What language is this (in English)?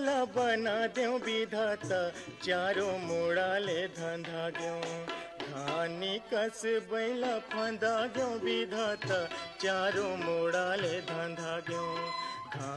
Chhattisgarhi